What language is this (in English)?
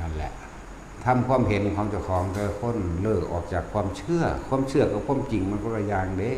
Northeastern Thai